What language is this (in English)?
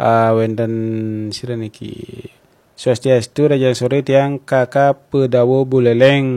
Balinese